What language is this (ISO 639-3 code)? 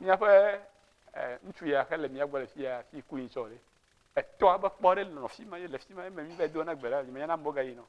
ewe